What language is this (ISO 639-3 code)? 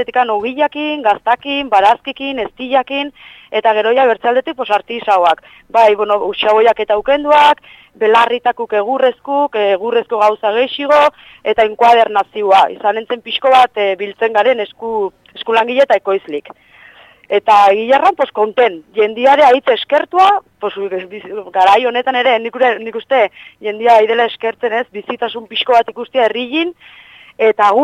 eus